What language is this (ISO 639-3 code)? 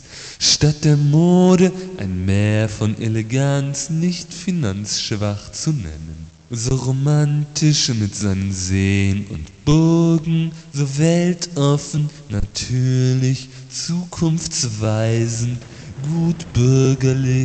deu